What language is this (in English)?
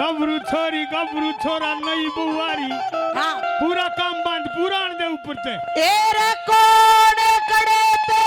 Haryanvi